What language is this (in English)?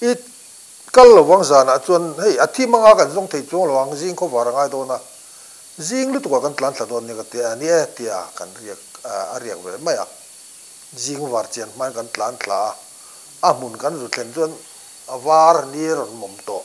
Mizo